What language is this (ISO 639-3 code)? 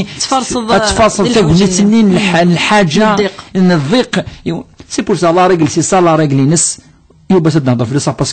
kab